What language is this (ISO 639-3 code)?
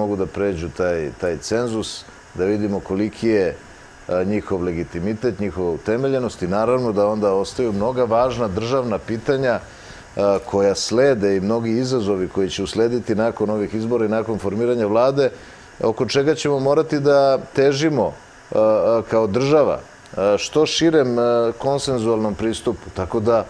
srp